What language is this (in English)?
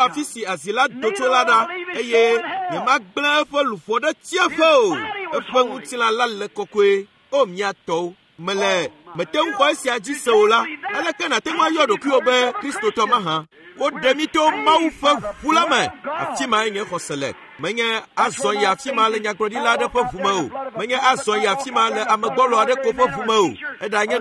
Ewe